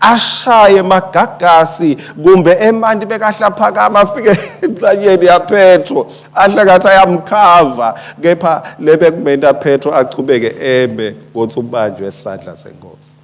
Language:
Swati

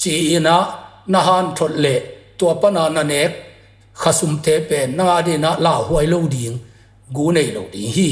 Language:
Tedim Chin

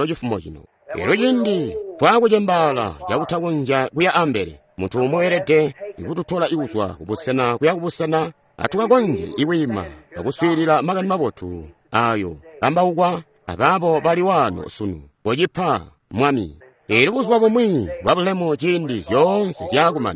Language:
Tonga (Zambia)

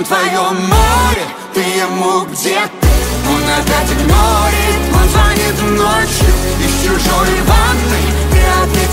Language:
Russian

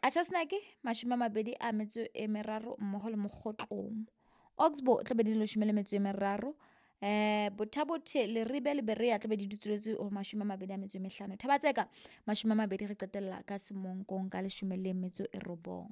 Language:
Southern Sotho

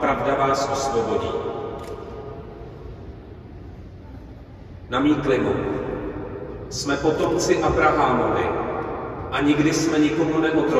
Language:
Czech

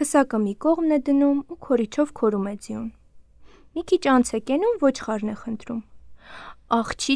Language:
Armenian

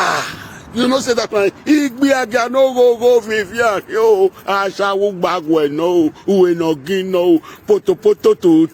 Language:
Nigerian Pidgin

